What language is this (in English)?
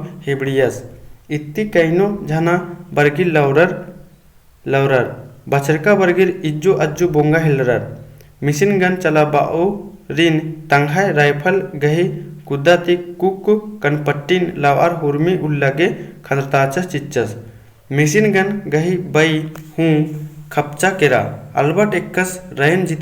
Kurukh